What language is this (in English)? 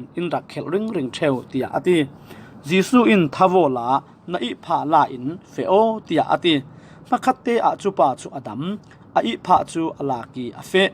Falam Chin